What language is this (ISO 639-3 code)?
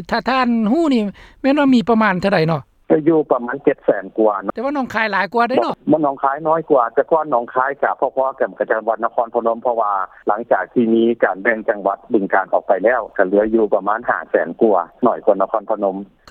lao